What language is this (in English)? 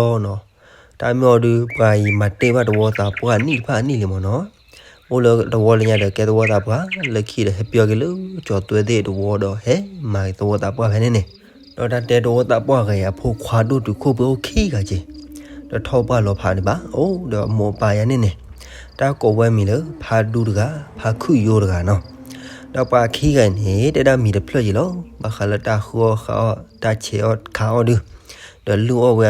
S'gaw Karen